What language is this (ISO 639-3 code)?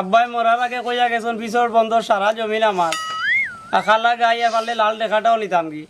syl